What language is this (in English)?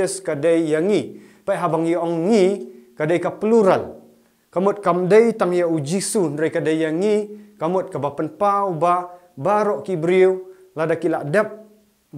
Khasi